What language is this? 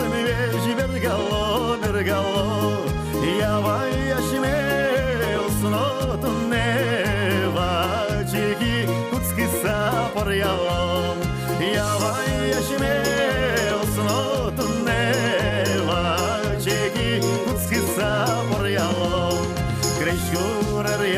Udmurt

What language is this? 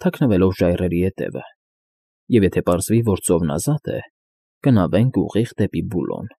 Armenian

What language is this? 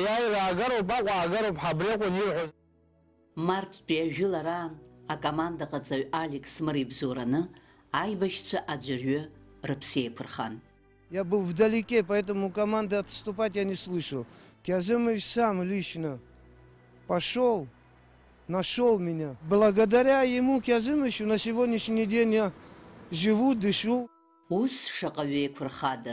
Abkhazian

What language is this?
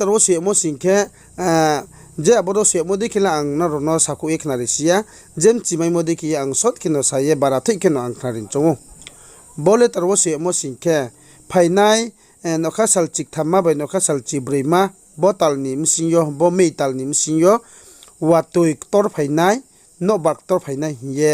Riang (India)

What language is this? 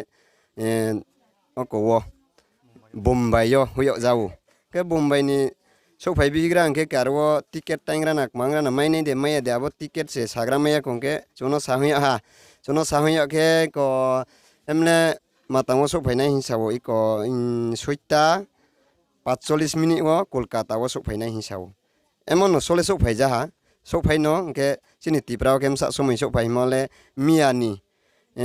Riang (India)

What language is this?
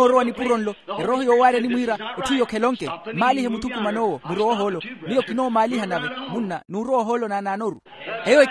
Makhuwa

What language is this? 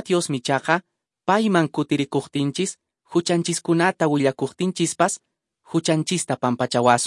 Quechua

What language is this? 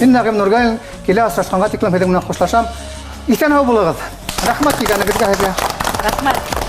Bashkir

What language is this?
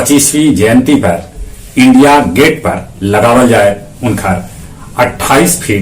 Magahi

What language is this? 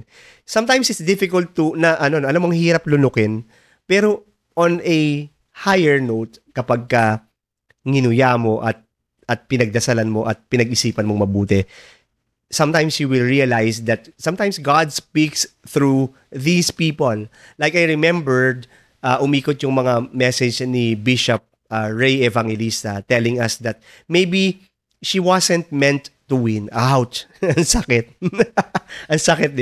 Filipino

